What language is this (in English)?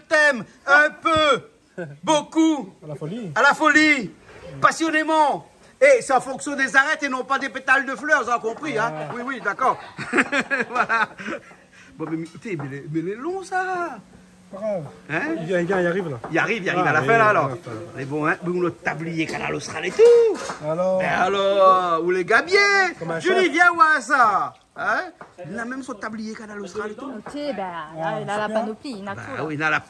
Réunion Creole French